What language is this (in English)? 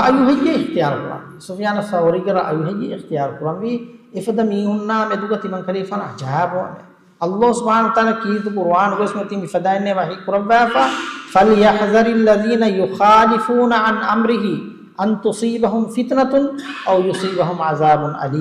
Divehi